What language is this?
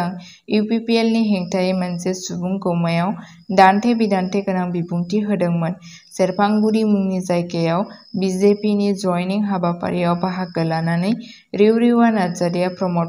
Bodo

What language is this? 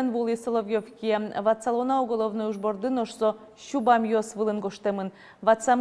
Udmurt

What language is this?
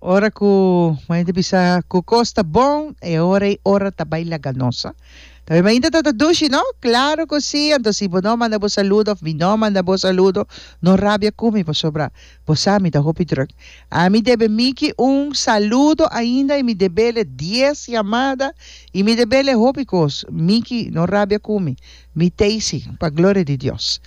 Papiamento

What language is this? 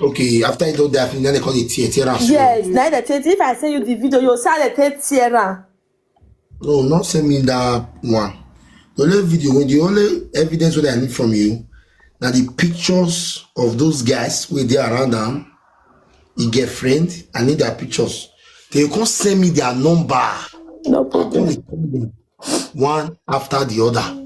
Nigerian Pidgin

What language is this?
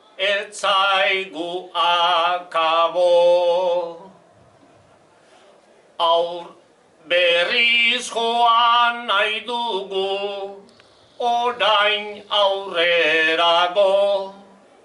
Basque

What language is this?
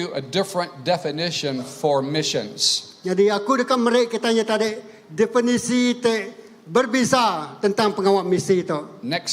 Iban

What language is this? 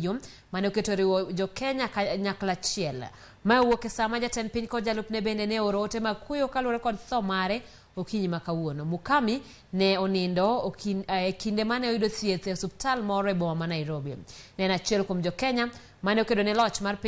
Luo (Kenya and Tanzania)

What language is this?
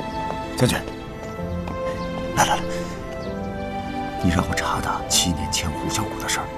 Chinese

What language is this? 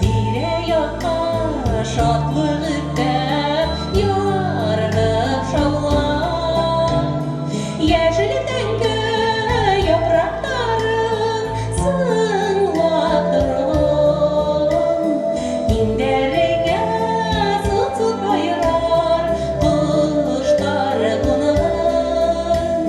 Bashkir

